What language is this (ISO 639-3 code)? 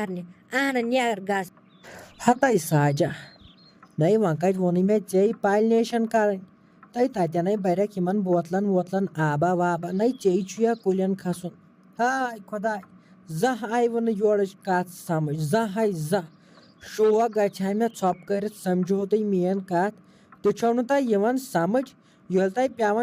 kas